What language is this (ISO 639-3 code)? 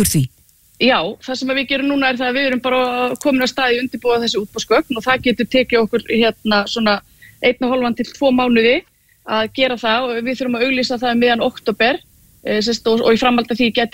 isl